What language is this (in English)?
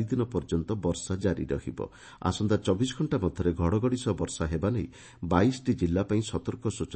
Odia